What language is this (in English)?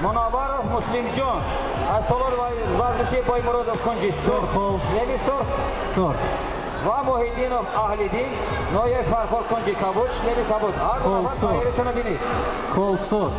Tajik